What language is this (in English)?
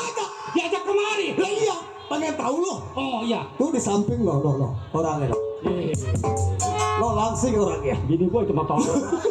Betawi